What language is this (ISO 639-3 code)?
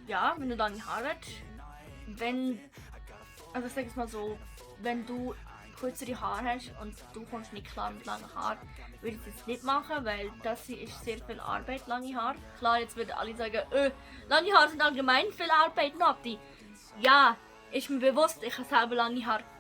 gsw